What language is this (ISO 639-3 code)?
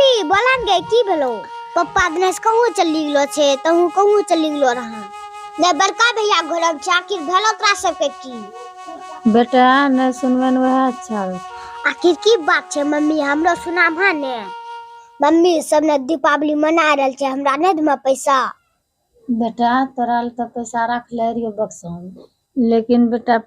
anp